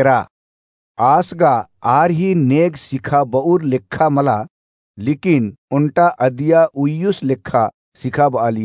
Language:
Kurukh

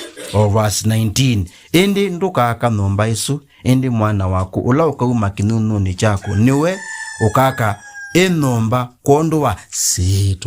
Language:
Kamba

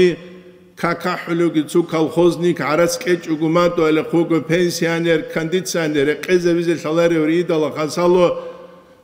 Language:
Avaric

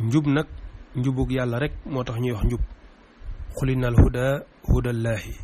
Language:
Wolof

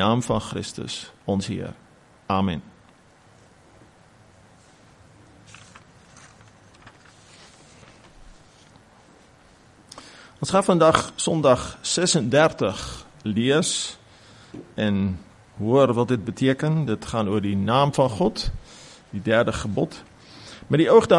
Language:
Afrikaans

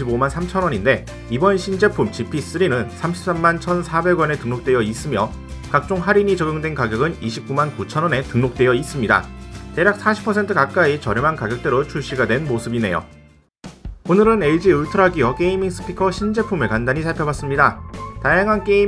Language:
Korean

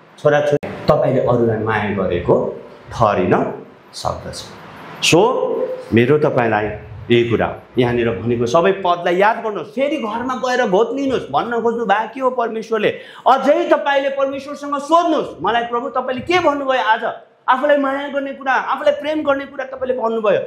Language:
Nepali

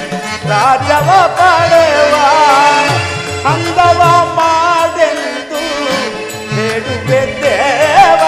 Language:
Kannada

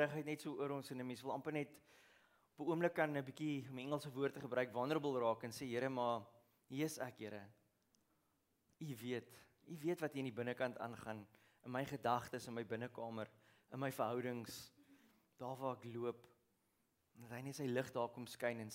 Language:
Afrikaans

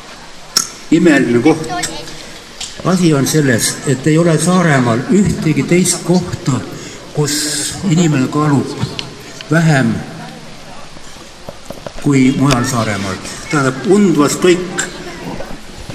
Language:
Estonian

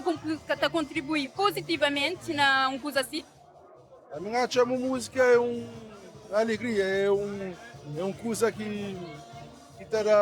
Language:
Kabuverdianu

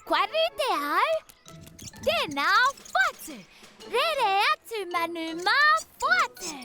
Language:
Māori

